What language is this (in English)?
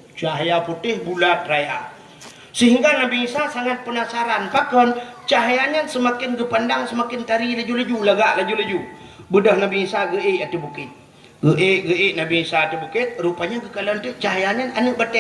Achinese